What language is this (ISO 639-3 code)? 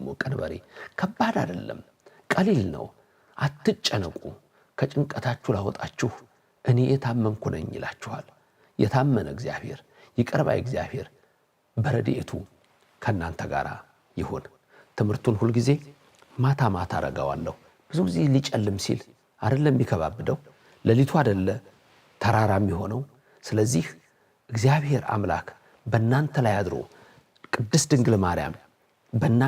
amh